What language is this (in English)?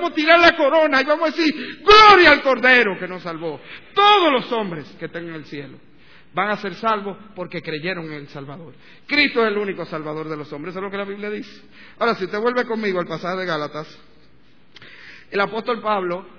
Spanish